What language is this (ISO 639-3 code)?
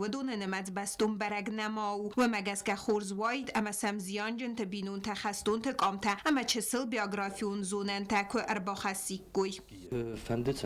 oss